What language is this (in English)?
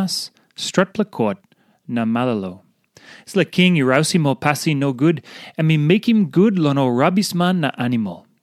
Tok Pisin